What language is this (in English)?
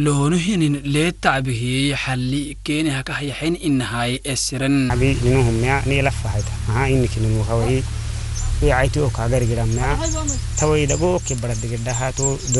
Afar